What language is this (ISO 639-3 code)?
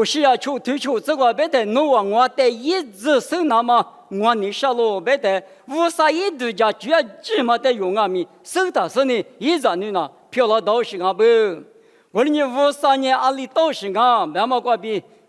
lis